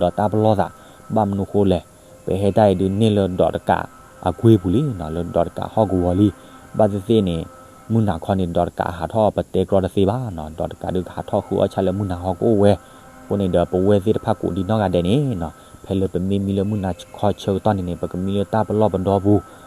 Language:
S'gaw Karen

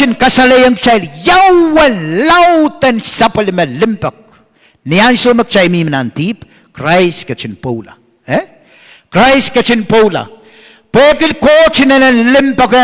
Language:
Pohnpeian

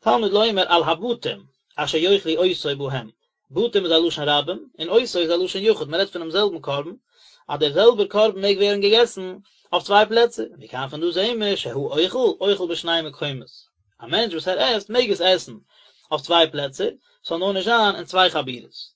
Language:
Yiddish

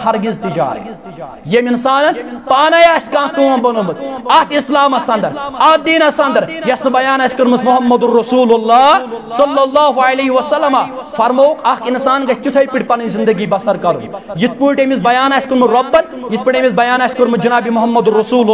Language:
Kashmiri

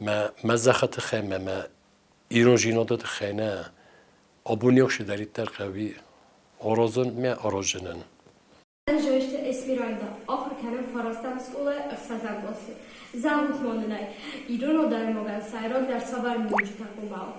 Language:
Ossetic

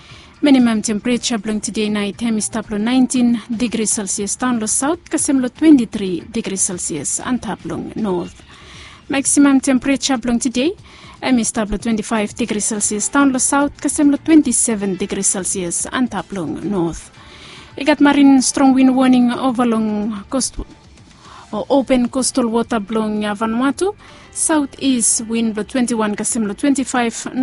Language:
Bislama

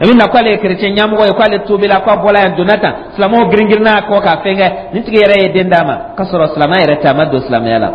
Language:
Dyula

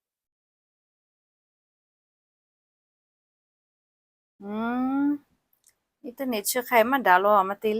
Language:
Lahu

